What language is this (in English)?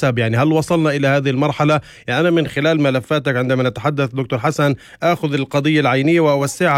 North Levantine Arabic